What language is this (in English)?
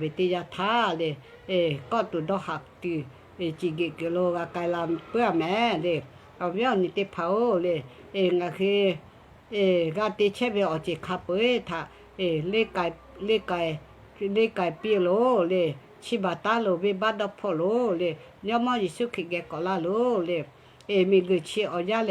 Lahu